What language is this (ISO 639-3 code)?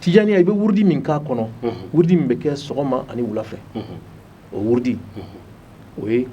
bam